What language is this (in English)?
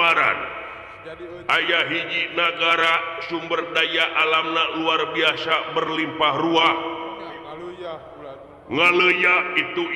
Sundanese